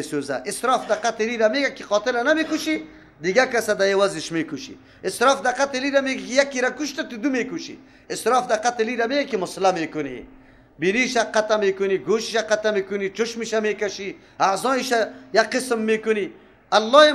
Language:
Persian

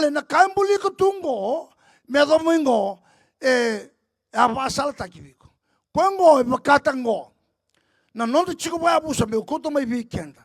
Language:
Fijian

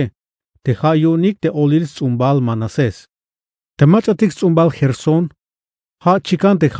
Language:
Tzeltal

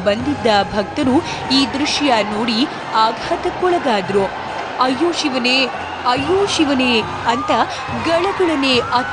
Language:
Kannada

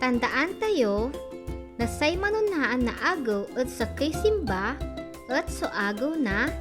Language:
Pangasinan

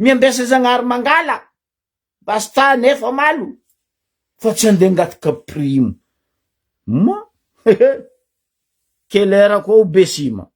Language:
Malagasy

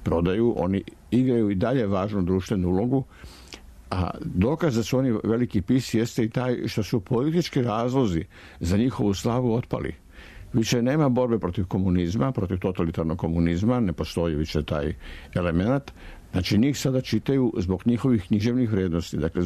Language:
Serbian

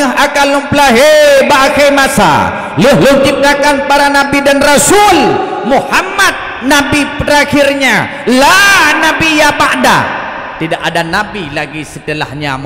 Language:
Achinese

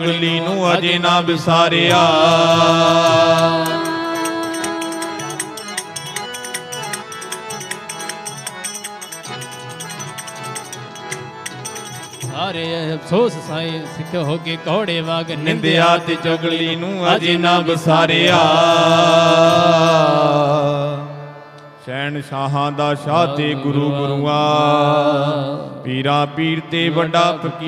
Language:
Punjabi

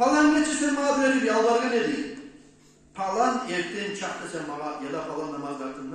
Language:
Kumyk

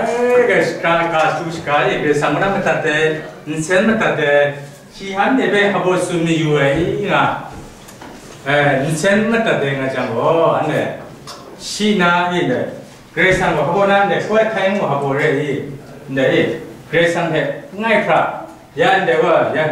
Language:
Kachin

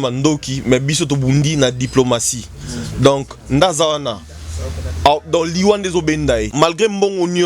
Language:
Lingala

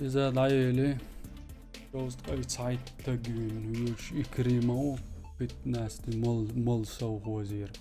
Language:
Chechen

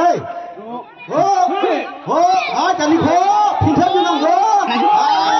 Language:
Dimasa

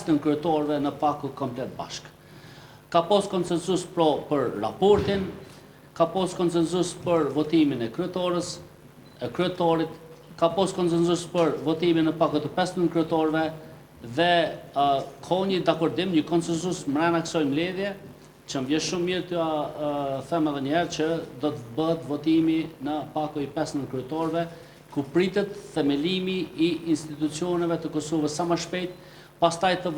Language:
Albanian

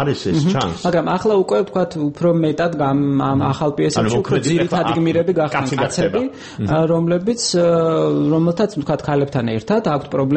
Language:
Georgian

